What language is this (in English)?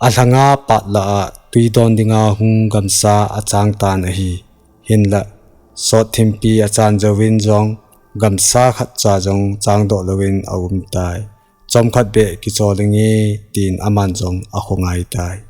Thado Chin